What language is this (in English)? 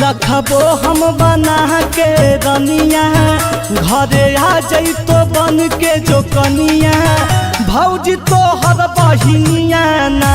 Magahi